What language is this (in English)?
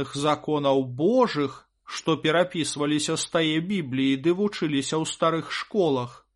Belarusian